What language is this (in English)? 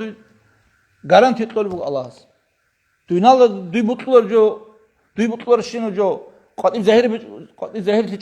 Avaric